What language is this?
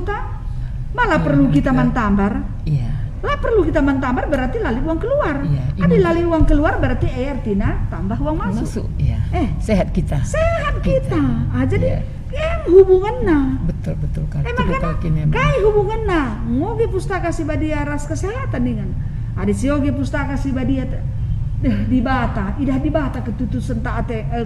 Batak Karo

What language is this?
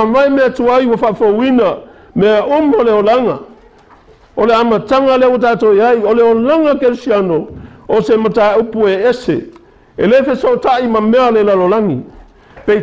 Samoan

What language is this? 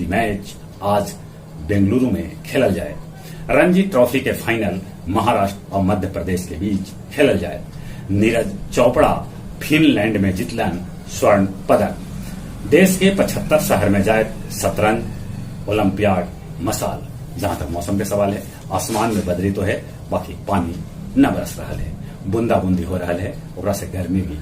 Magahi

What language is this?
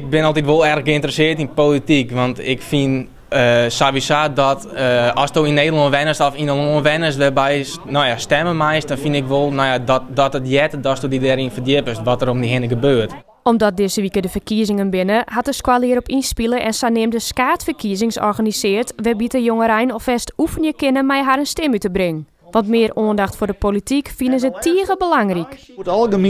Western Frisian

